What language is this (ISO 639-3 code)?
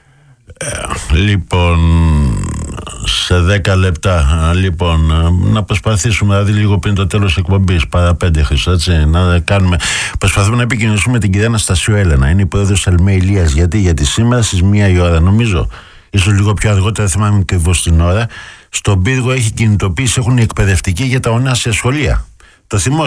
ell